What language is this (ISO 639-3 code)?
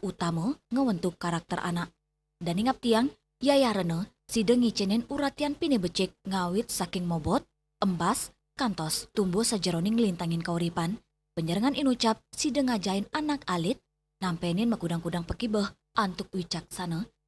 ban